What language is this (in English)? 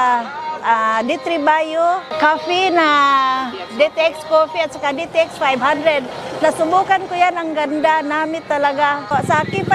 Hiligaynon